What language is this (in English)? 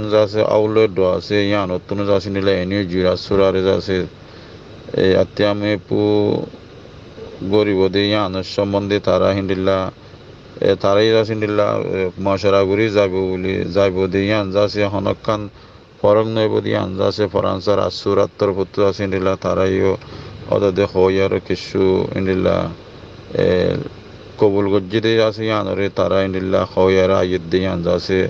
Rohingya